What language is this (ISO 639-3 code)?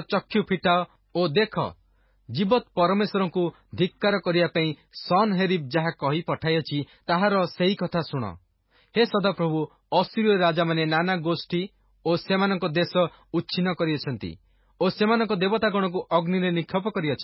ori